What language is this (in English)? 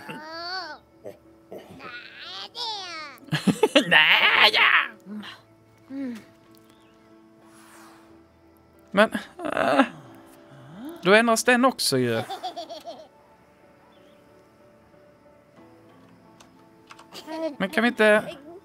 Swedish